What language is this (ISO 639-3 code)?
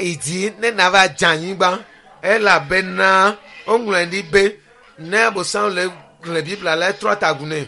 ewe